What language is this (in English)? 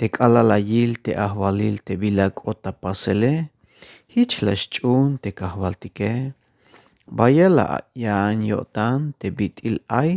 Tzeltal